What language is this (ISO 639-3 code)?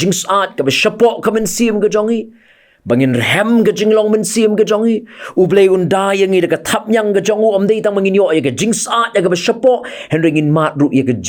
kha